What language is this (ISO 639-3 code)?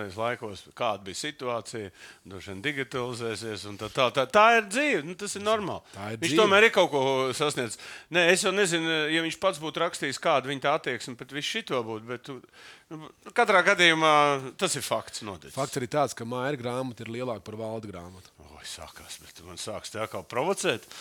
lav